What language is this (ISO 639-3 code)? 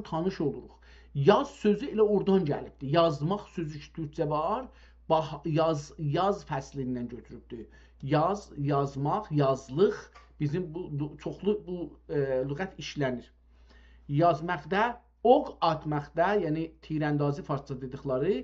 azb